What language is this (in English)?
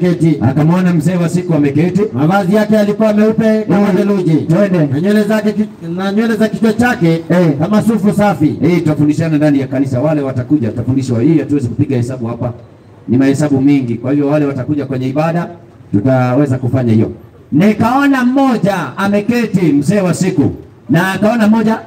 Swahili